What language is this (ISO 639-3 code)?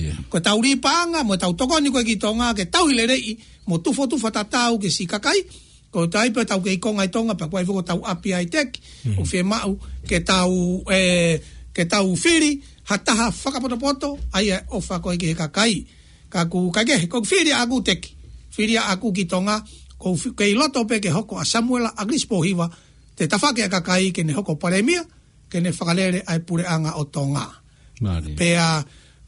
ton